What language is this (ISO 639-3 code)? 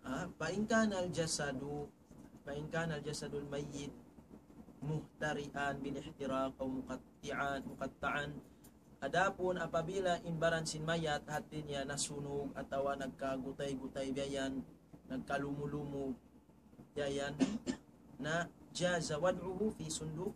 tsg